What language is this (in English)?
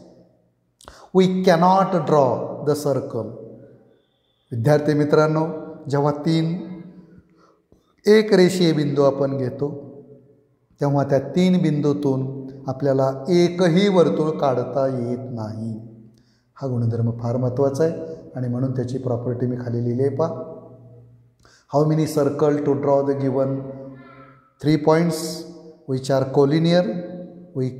Marathi